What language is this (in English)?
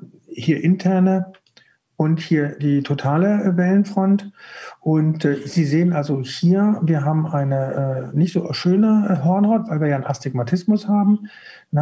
German